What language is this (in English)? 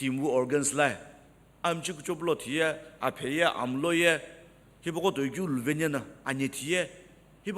Sumi Naga